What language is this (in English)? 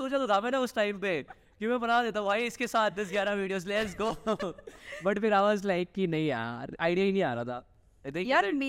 Hindi